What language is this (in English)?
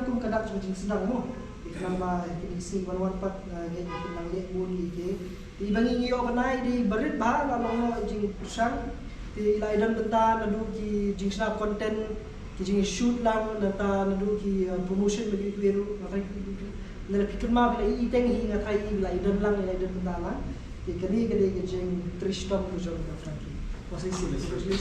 Khasi